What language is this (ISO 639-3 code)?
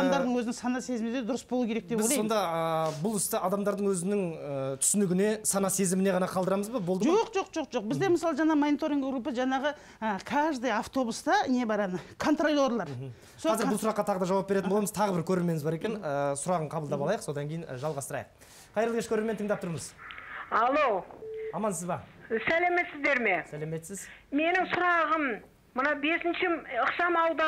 kaz